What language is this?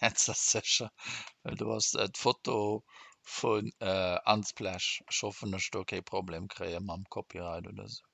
Luxembourgish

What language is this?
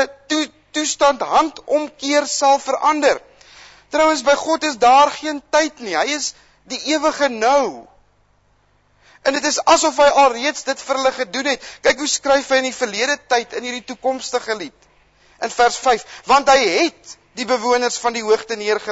Afrikaans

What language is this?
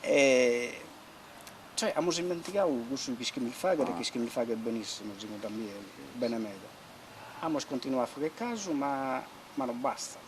Sardinian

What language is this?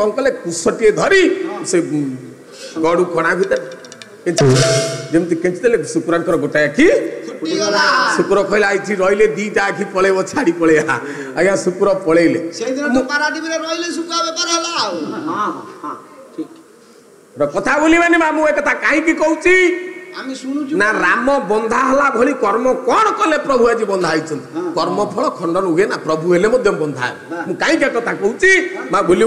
Odia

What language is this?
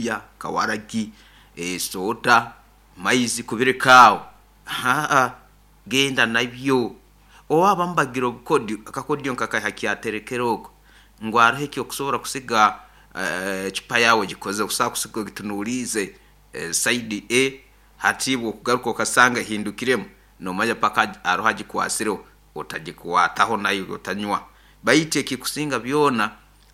Nyoro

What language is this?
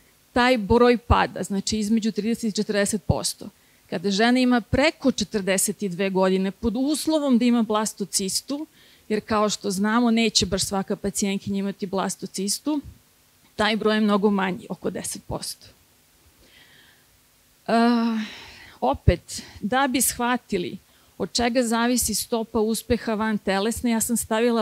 Serbian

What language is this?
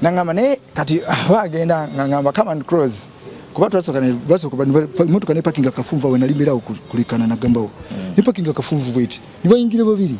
Ganda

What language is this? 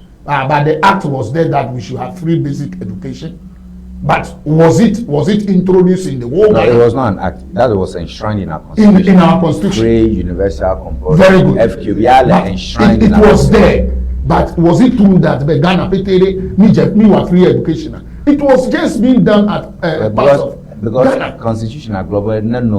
Ewe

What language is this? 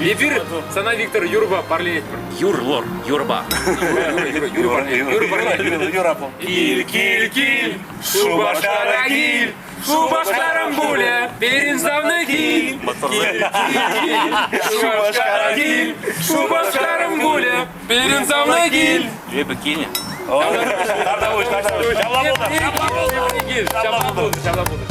Chuvash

